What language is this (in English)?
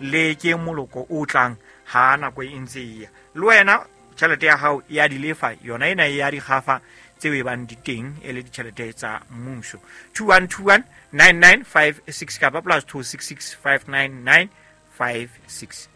Southern Sotho